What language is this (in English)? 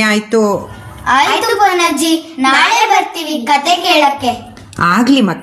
Kannada